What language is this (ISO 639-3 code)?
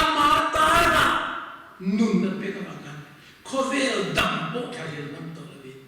lus